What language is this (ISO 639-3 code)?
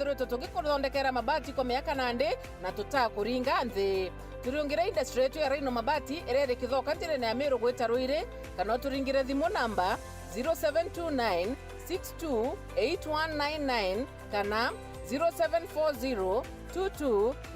mer